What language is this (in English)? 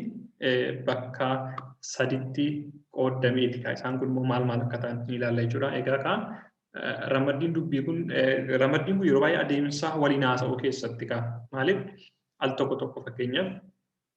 Oromo